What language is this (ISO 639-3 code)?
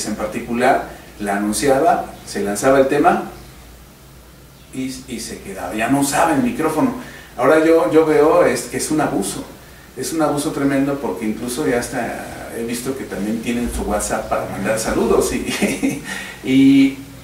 spa